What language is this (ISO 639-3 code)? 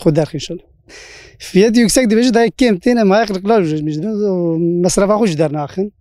kur